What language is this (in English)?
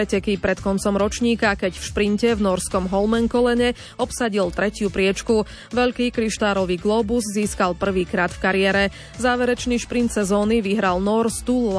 Slovak